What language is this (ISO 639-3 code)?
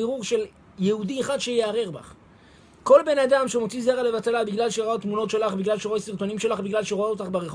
heb